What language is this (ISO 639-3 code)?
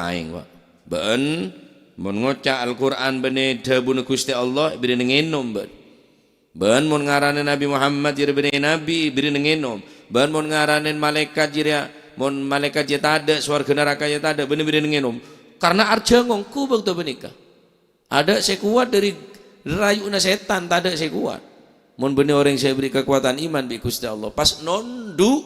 mad